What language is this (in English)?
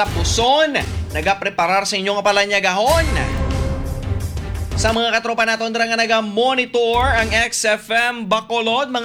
Hiligaynon